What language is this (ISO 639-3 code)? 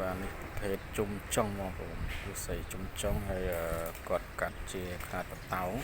khm